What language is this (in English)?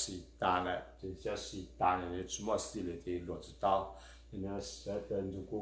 Chinese